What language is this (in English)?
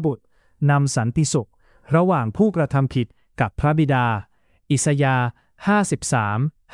Thai